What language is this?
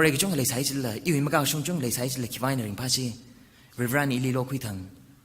Tangkhul Naga (India)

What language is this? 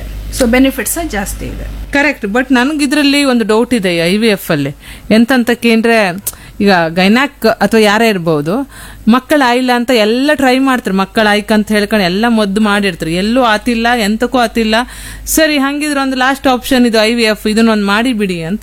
Kannada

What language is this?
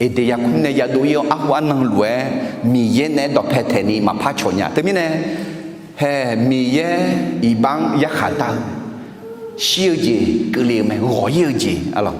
Akha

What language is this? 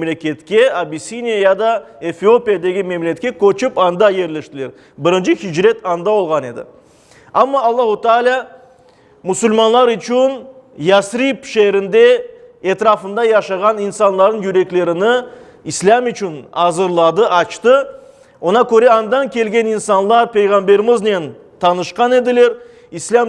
Crimean Tatar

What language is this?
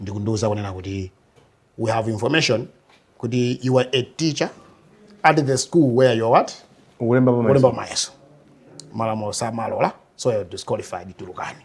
Nyanja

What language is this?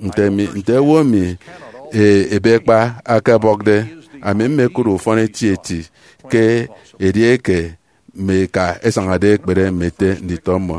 Efik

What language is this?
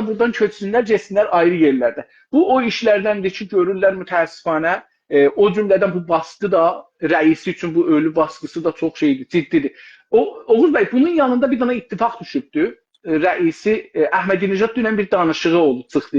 South Azerbaijani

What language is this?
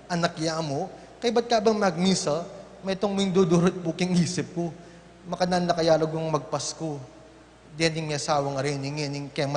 Pampanga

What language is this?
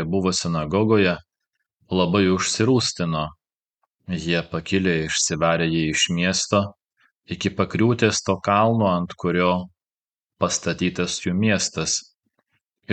Lithuanian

